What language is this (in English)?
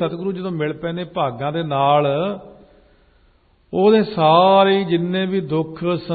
Punjabi